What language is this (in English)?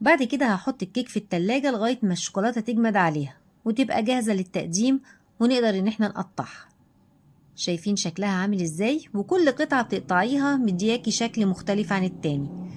Egyptian Arabic